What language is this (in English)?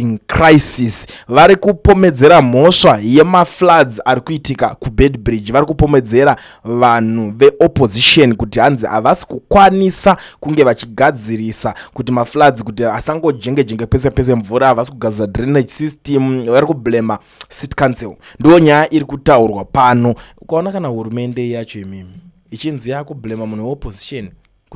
Shona